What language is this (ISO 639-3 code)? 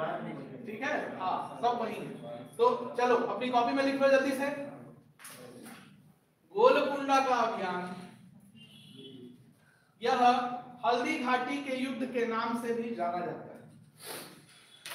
hin